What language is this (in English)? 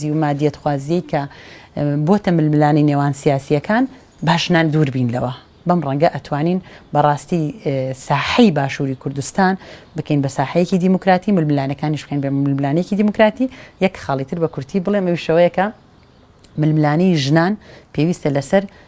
Central Kurdish